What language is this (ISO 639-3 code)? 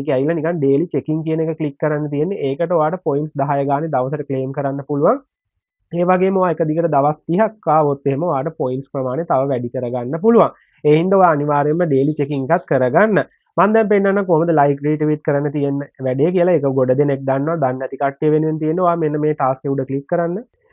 sin